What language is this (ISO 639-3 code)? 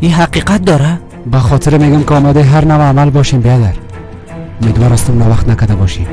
fas